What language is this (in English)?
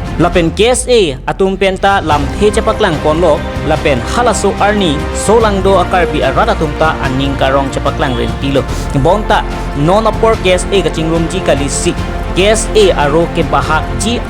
Karbi